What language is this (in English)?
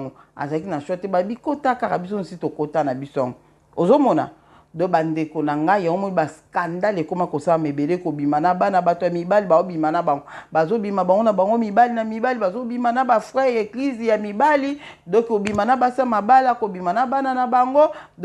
Lingala